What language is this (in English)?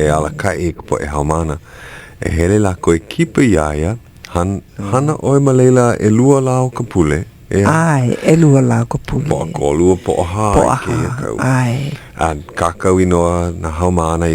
Hawaiian